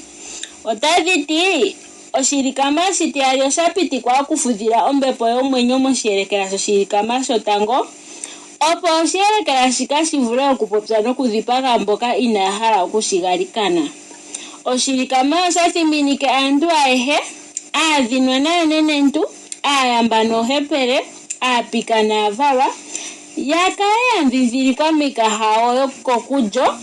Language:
Ndonga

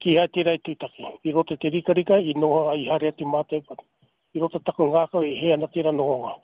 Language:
Māori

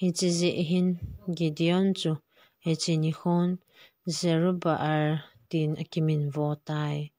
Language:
Thado Chin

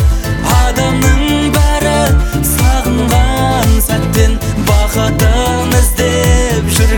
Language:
Kazakh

